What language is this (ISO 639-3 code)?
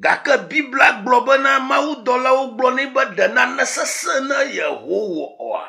ewe